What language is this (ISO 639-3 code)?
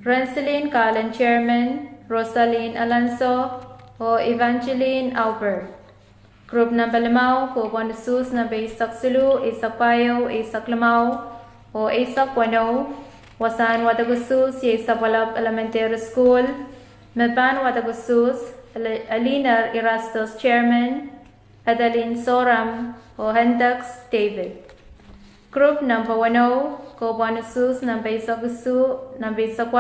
pon